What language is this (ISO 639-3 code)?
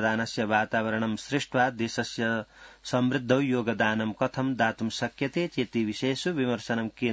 san